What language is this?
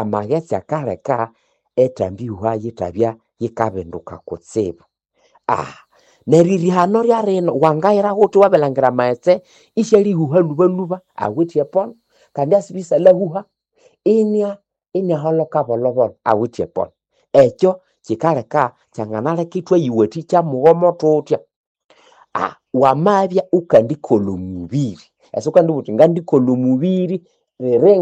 Nande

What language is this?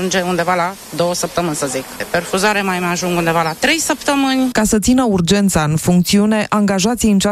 Romanian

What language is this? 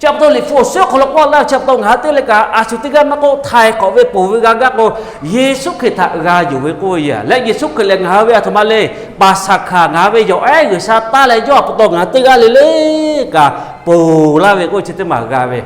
Lahu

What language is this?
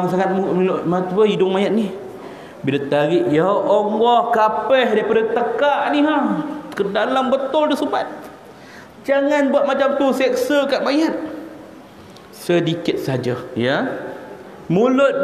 Malay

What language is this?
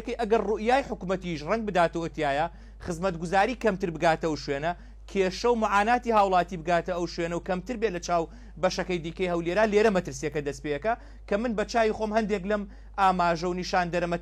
Central Kurdish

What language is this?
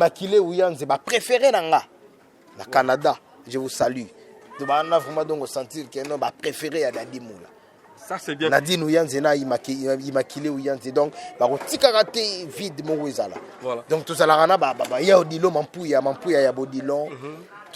Lingala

